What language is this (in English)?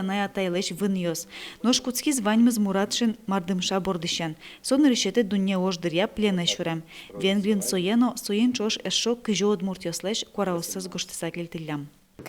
Udmurt